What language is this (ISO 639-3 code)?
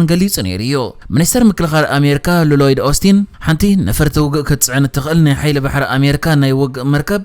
tir